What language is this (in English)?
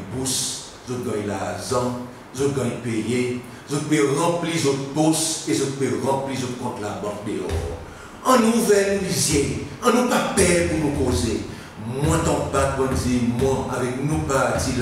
Seselwa Creole French